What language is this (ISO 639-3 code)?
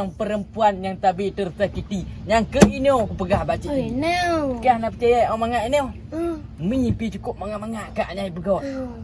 ace